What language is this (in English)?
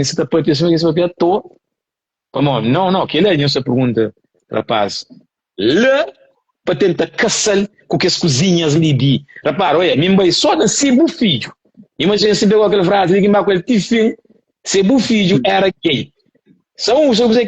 Kabuverdianu